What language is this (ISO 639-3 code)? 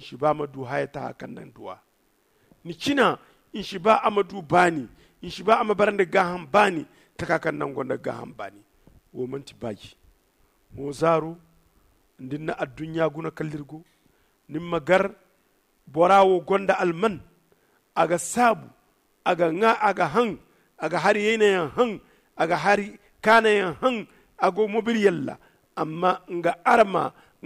dje